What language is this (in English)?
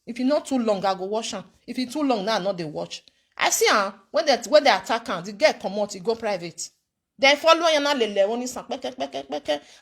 Nigerian Pidgin